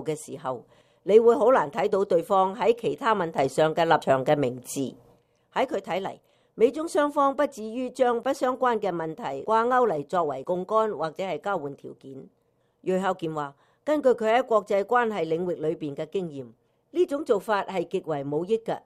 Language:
Cantonese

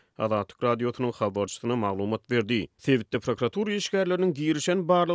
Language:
Turkmen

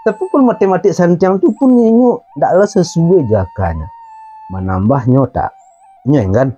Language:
Minangkabau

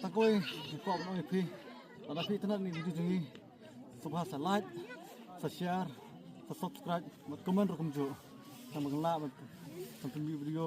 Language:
Khasi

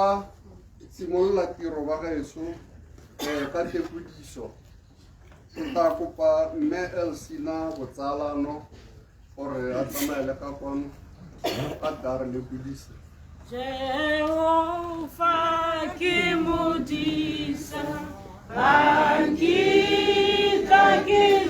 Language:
Tswana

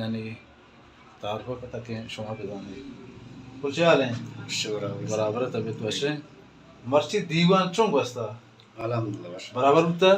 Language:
Baluchi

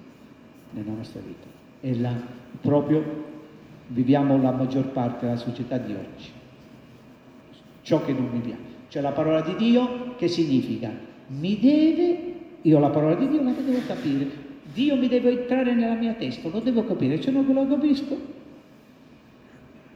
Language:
Italian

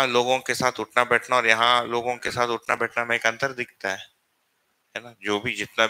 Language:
Hindi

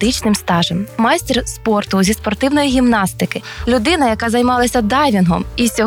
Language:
Ukrainian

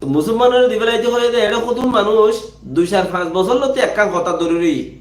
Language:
Rohingya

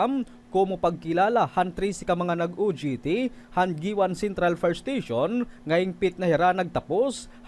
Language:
Waray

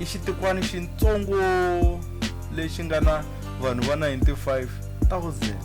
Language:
Tsonga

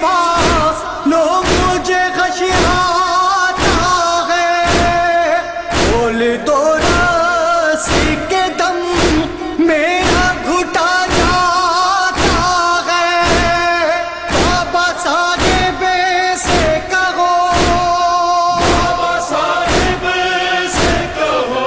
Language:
Urdu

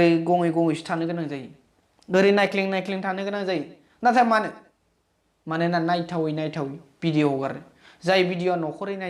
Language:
Bodo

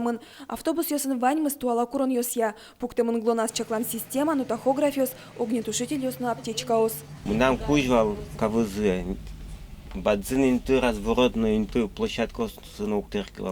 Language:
Udmurt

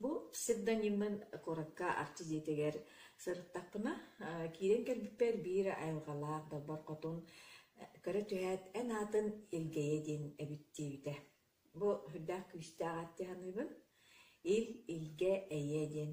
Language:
Yakut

